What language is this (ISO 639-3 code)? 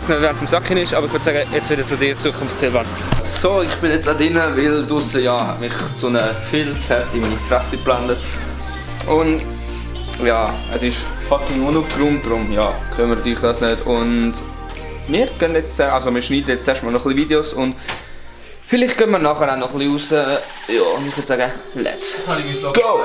gsw